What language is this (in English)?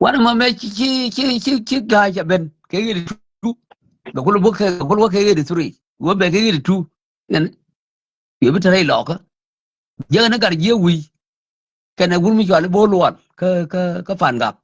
Nuer